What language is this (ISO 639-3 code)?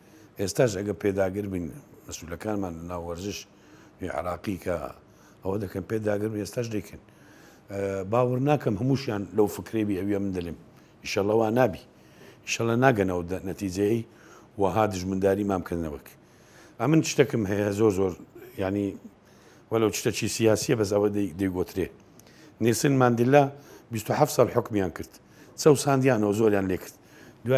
ckb